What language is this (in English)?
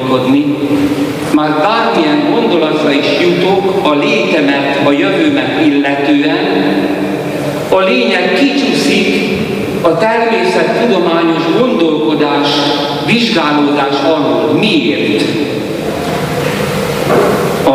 Hungarian